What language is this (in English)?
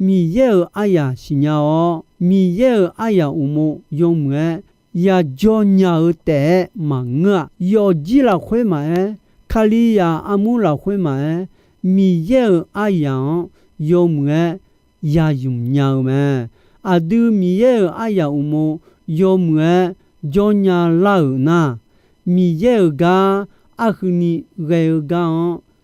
Akha